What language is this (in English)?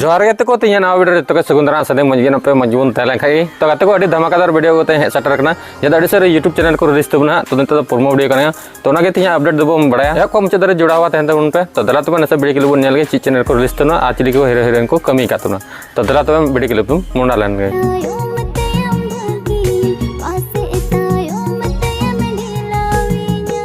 Santali